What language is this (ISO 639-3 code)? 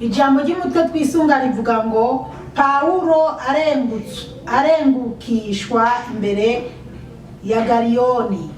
run